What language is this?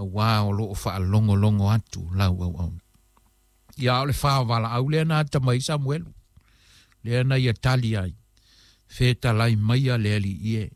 Samoan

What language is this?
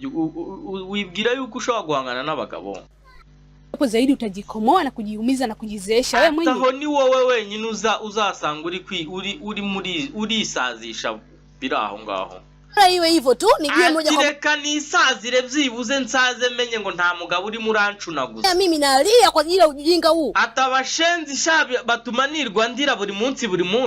Kinyarwanda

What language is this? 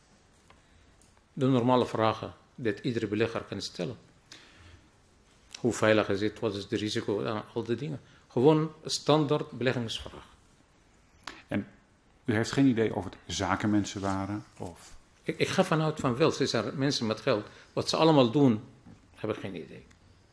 Dutch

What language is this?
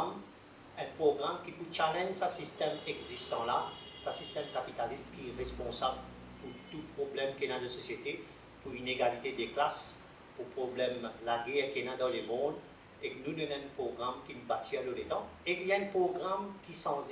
Morisyen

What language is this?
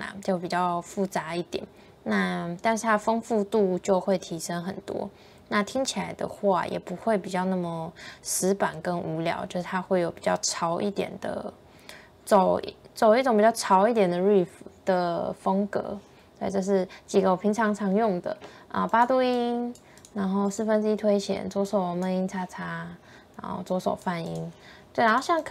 Chinese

